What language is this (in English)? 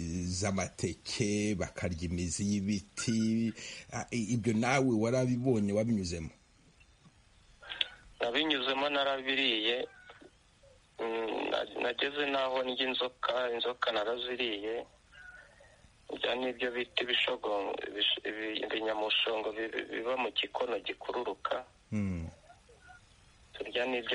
Kinyarwanda